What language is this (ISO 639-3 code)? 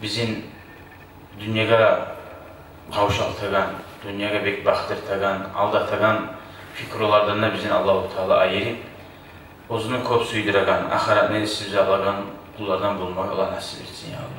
kum